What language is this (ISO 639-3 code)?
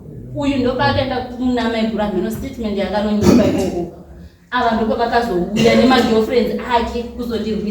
sna